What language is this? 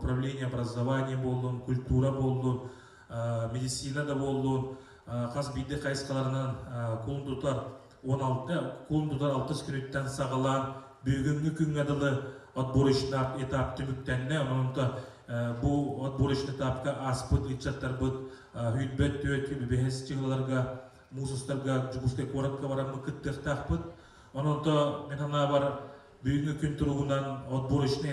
Yakut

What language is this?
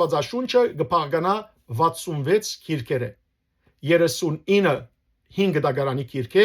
Western Armenian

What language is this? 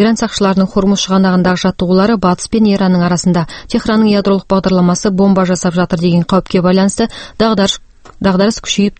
Kyrgyz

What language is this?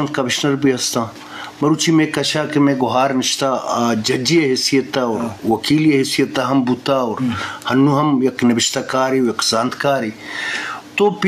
Eastern Balochi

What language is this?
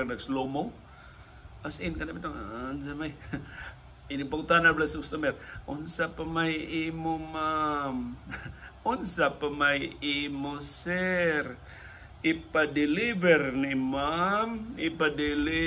Cebuano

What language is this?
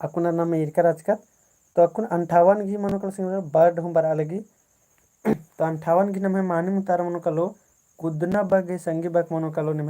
Kurukh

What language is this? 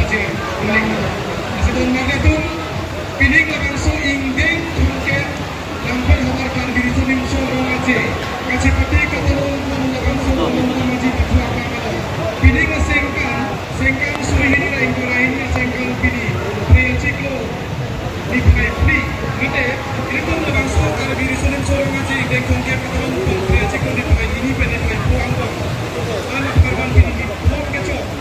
Karbi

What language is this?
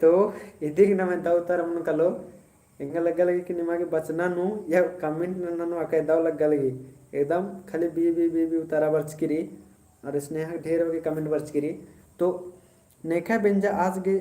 Kurukh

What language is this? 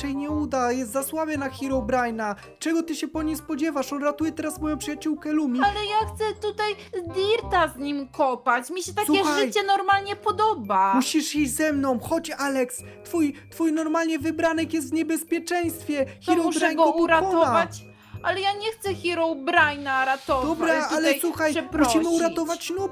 Polish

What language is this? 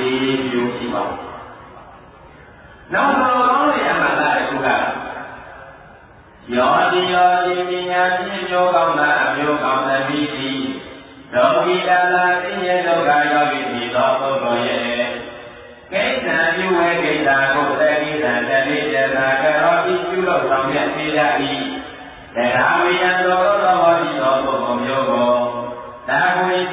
Burmese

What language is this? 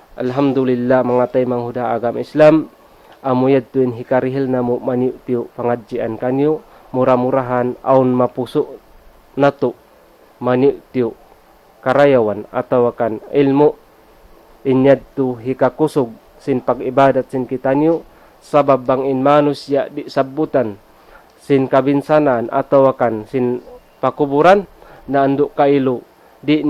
Tausug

